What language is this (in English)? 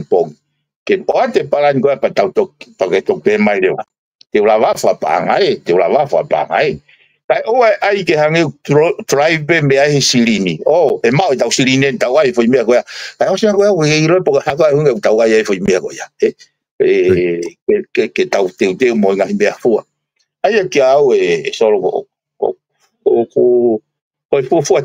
Tongan